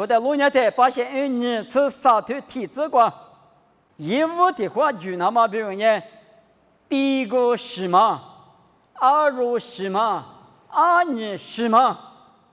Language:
Lisu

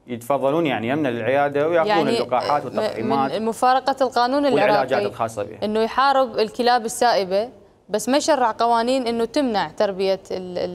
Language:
Mesopotamian Arabic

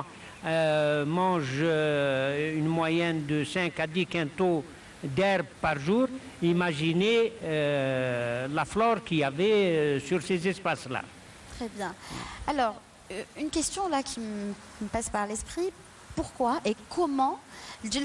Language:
French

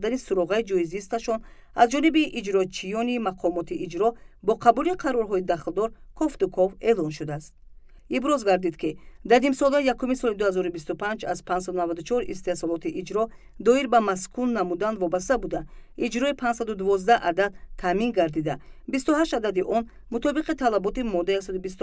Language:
Tajik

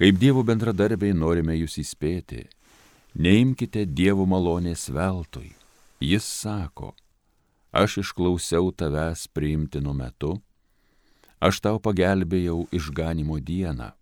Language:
Lithuanian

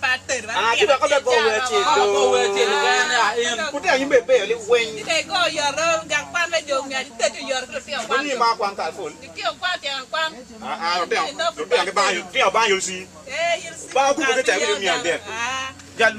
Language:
Acoli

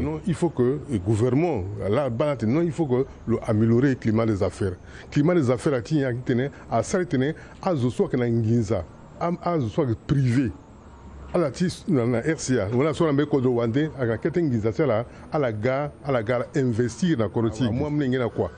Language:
Sango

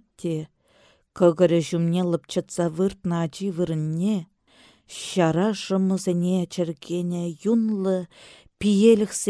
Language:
Chuvash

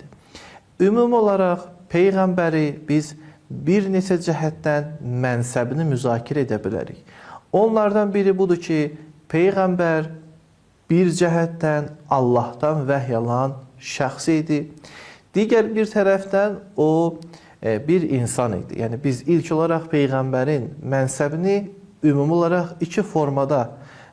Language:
Azerbaijani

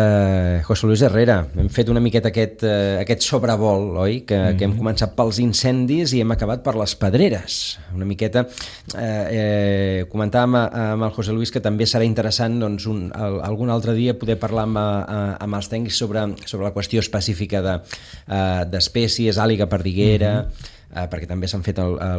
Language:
Catalan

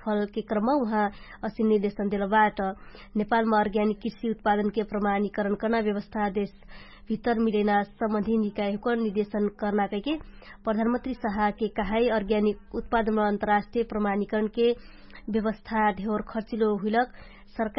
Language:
Dangaura Tharu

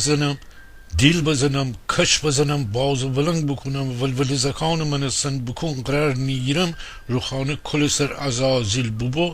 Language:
Gilaki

